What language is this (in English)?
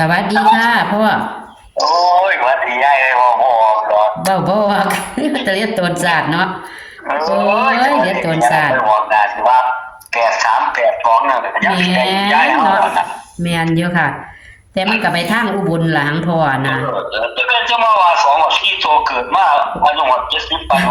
Northeastern Thai